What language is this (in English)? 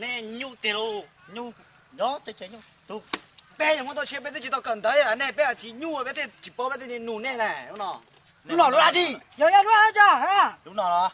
Hmong